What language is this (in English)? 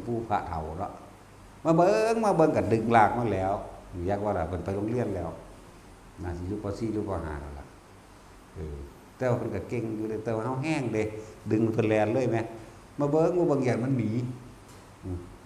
Northeastern Thai